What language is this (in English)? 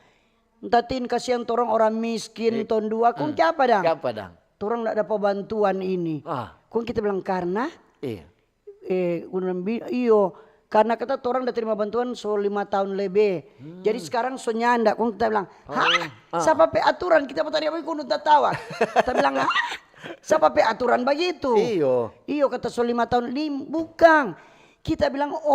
Manado Malay